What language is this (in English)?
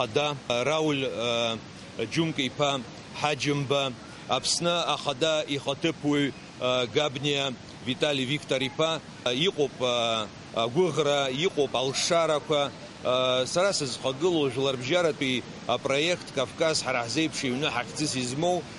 Abkhazian